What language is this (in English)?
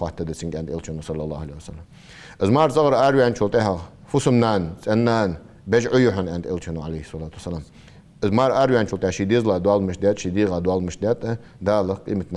Ingush